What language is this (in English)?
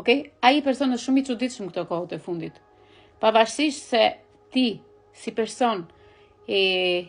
Albanian